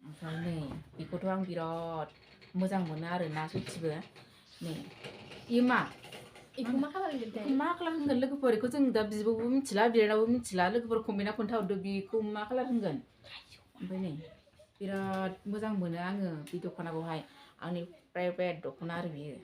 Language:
Bodo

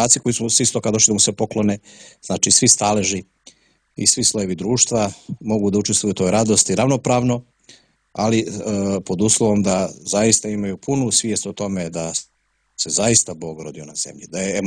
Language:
Serbian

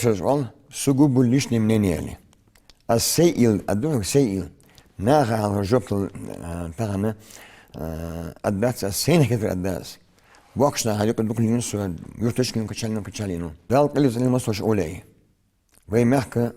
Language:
Ingush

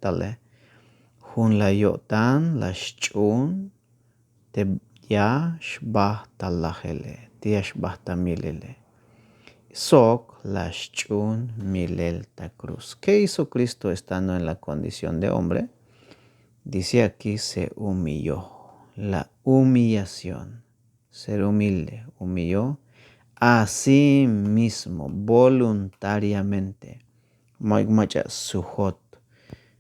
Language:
Tzeltal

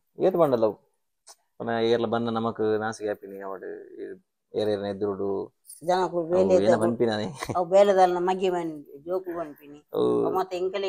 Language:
Tulu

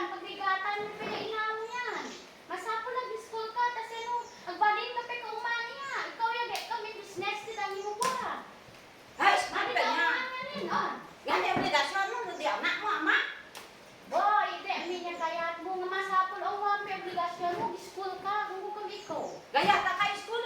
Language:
Isnag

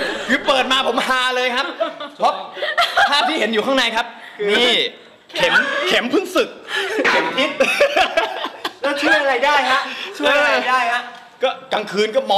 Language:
Thai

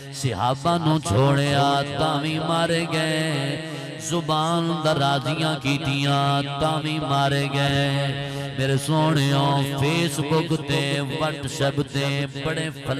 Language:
Saraiki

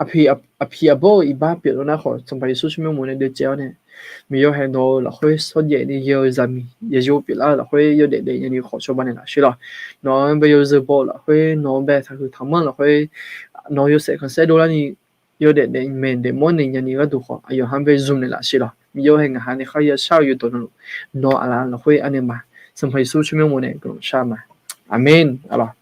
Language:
Akha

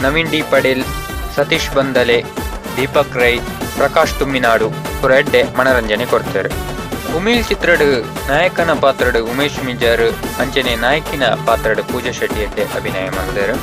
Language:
Tulu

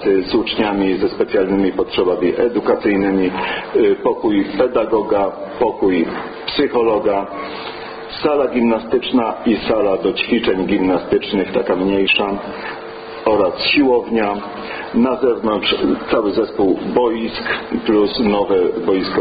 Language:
Polish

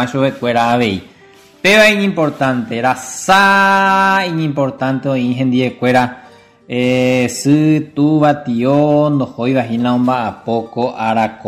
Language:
Guarani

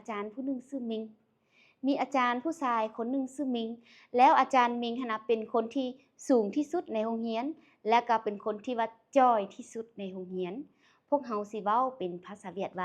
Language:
Lao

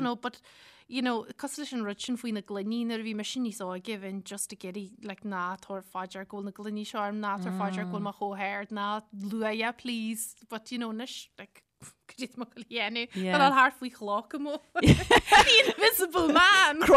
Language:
Irish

